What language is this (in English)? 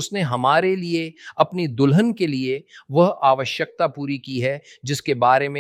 Hindi